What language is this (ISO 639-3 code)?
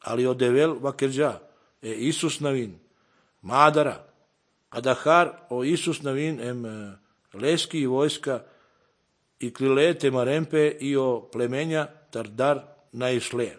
srp